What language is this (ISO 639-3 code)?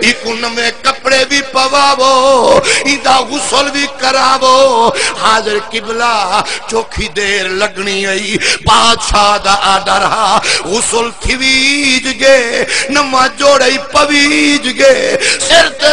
skr